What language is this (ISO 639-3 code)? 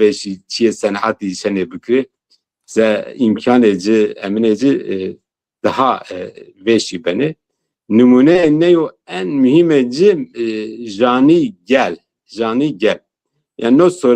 zza